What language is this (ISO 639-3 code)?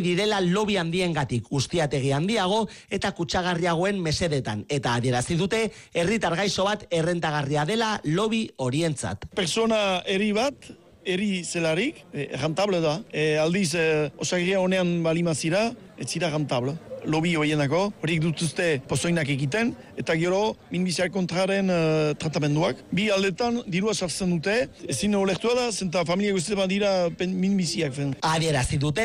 eus